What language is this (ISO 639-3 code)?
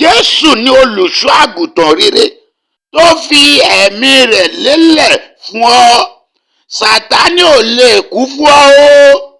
yor